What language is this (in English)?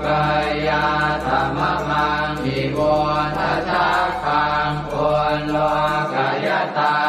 Pali